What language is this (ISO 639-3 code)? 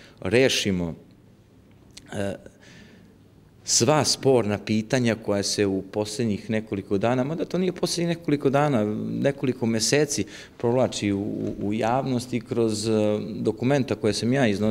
srp